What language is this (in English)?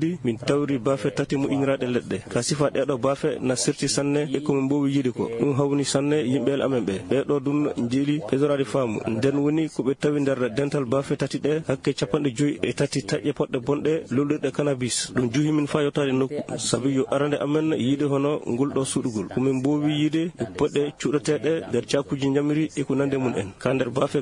Maasina Fulfulde